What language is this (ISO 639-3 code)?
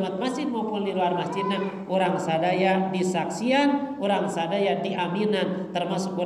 sun